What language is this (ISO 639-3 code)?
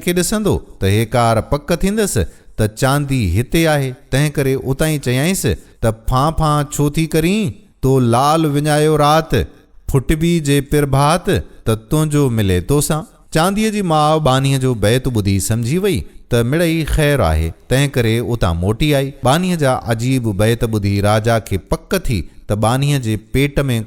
snd